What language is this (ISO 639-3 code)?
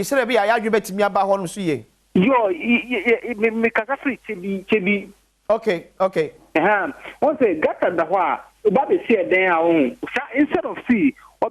aka